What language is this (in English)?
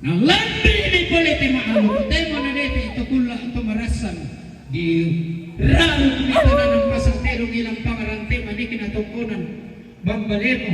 Toraja-Sa'dan